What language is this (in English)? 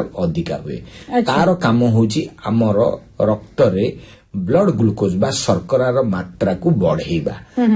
Odia